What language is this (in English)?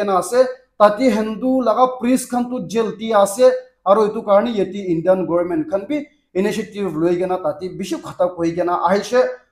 Naga Pidgin